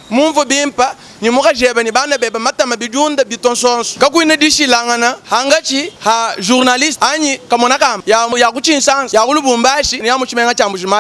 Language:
Luba-Lulua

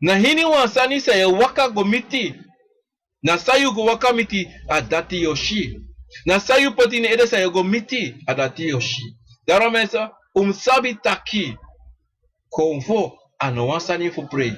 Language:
Sranan Tongo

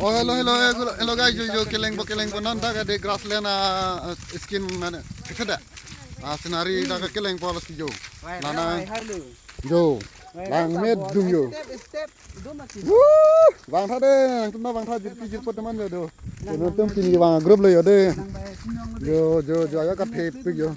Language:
Karbi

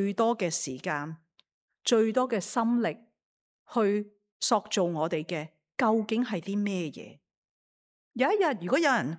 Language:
Cantonese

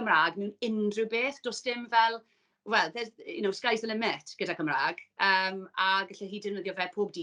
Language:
Welsh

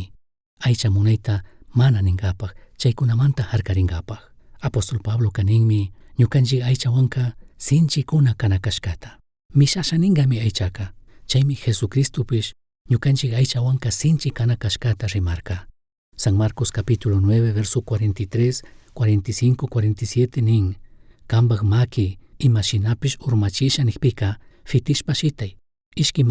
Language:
Chimborazo Highland Quichua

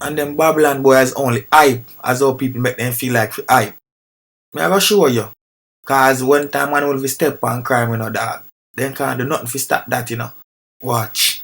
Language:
Jamaican Creole English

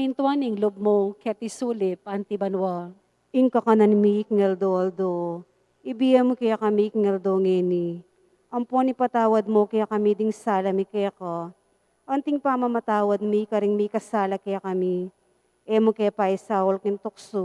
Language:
Pampanga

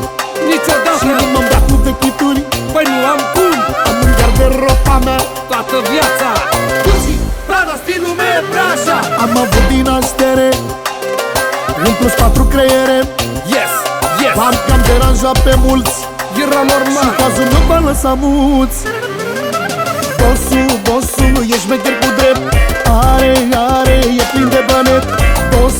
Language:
Romanian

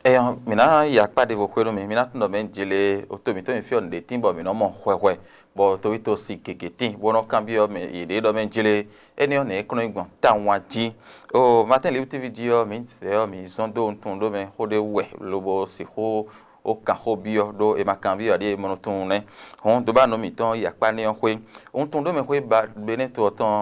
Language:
Fon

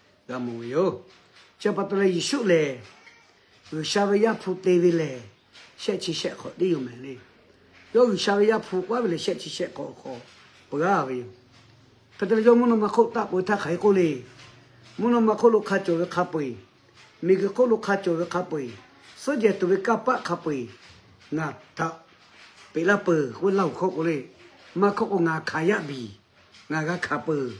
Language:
Lahu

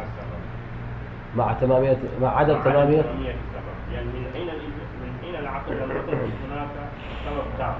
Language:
Mesopotamian Arabic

